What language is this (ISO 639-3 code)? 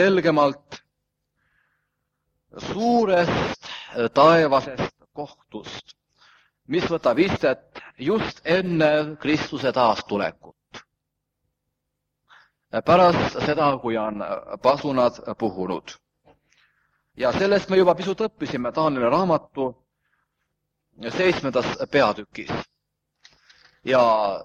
est